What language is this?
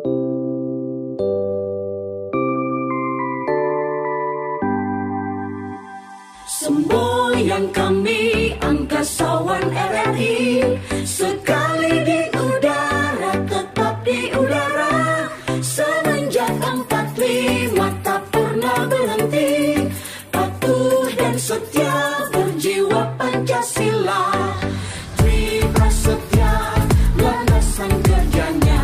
Indonesian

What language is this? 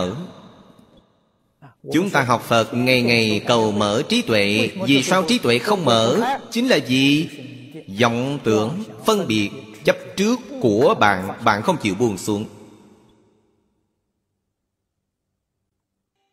Vietnamese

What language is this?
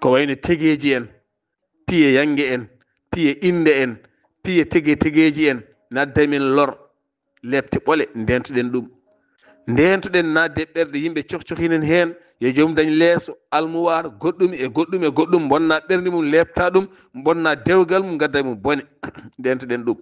Fula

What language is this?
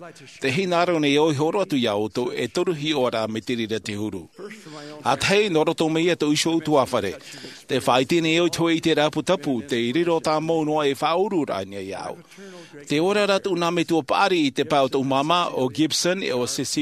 Tahitian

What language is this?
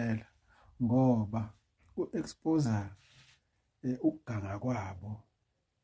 Zulu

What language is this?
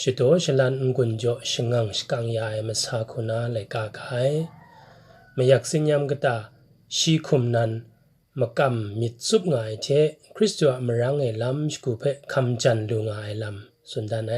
Kachin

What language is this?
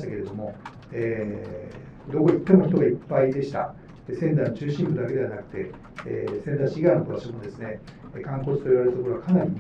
Japanese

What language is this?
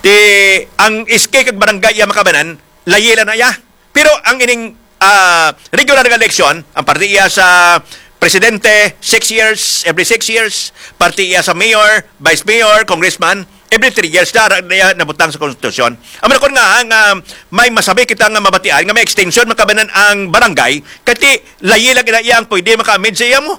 Hiligaynon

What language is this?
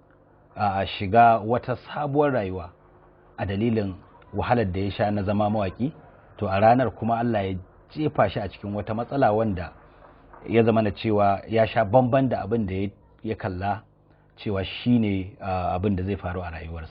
Hausa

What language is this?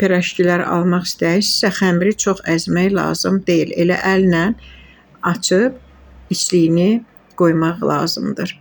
Azerbaijani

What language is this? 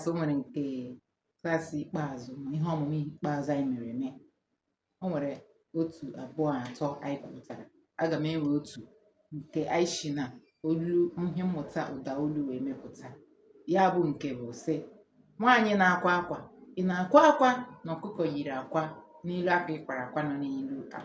Igbo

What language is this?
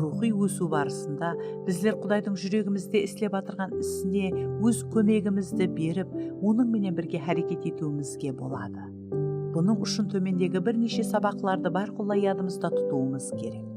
Kara-Kalpak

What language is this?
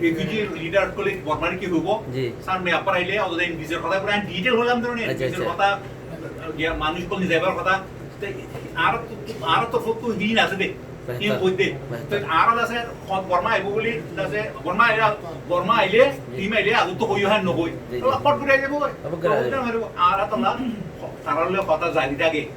Rohingya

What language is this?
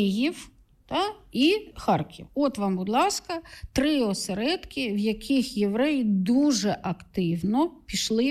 Ukrainian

